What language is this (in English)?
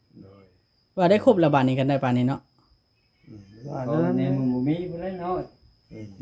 Northeastern Thai